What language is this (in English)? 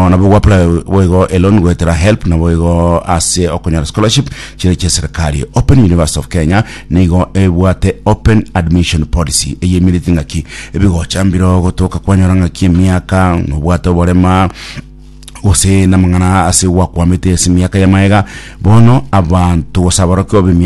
Gusii